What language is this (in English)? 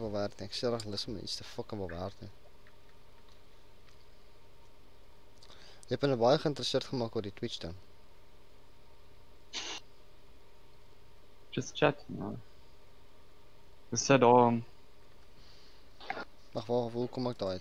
Afrikaans